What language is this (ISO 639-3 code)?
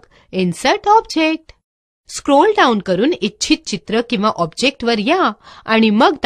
mar